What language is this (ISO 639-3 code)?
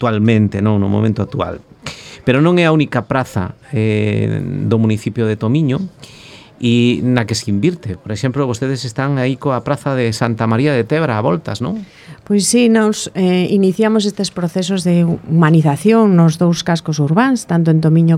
glg